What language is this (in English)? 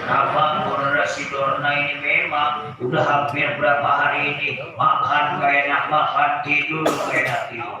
Betawi